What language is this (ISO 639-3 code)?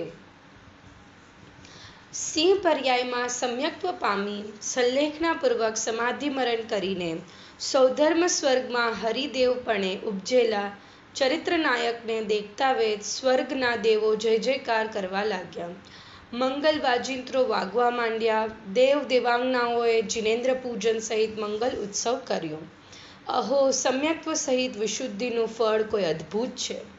guj